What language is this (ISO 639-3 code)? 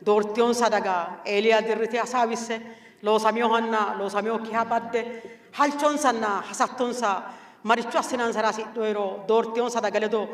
sid